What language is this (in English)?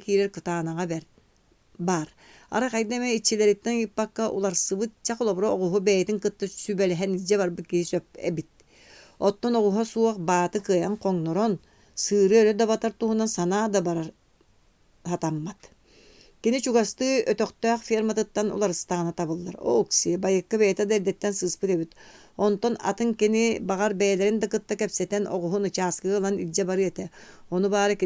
Yakut